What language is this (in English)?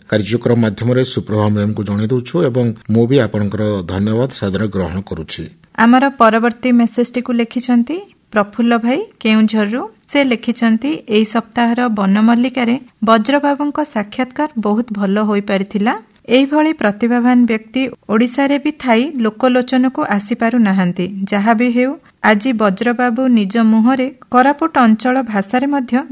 Odia